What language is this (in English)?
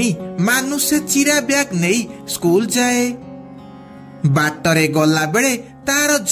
Odia